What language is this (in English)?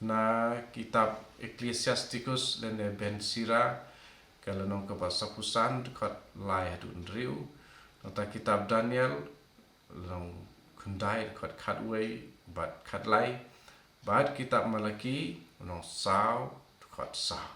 Khasi